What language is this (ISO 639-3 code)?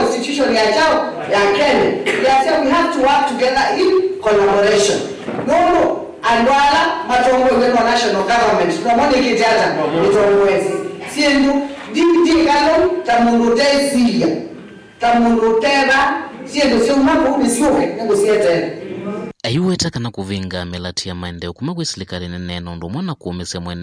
kam